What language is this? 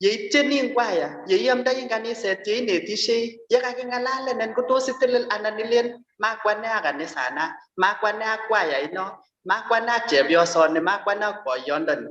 Kalenjin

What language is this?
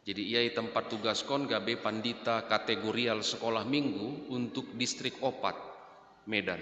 Batak Simalungun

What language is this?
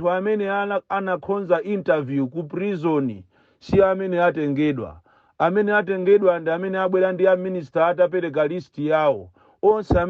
Nyanja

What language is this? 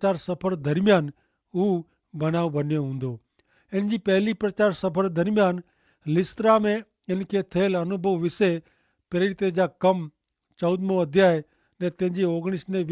Kachhi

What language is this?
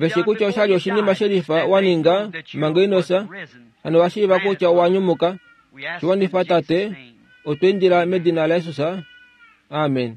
Kuanyama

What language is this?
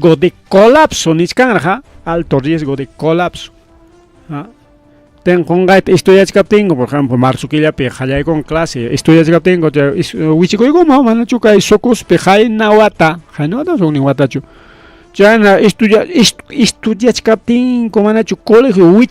Ayacucho Quechua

